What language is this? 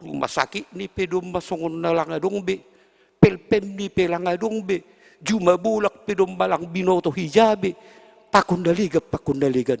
Batak Simalungun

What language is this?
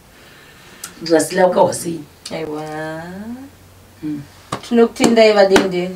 Shona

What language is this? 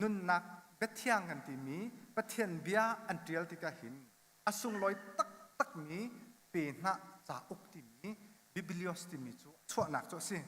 Hakha Chin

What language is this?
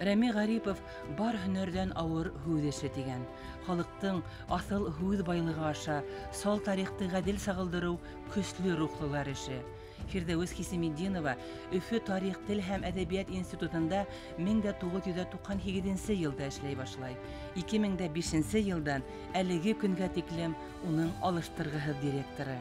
Bashkir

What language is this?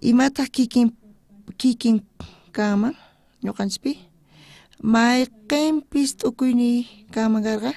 South Bolivian Quechua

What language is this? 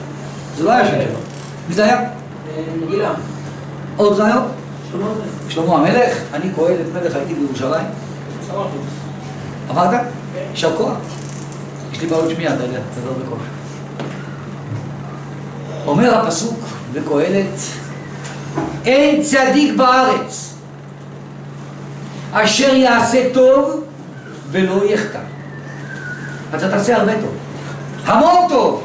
Hebrew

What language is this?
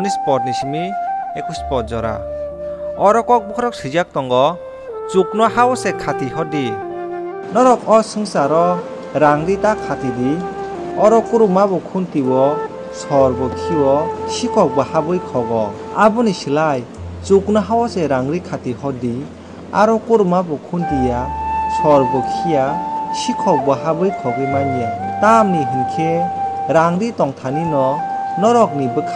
Kok Borok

